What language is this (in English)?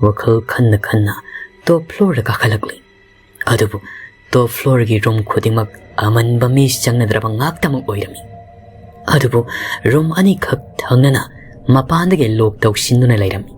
Manipuri